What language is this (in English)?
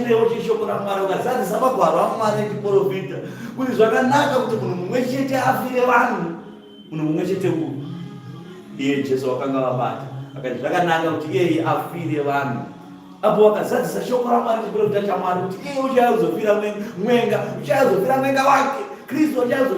Shona